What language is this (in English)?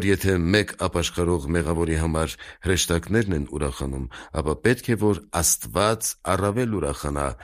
Armenian